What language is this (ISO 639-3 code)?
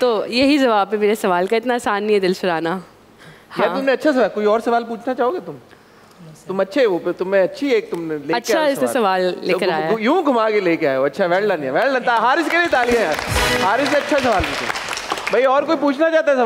hin